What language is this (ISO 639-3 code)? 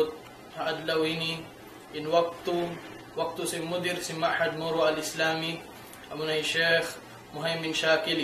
tsg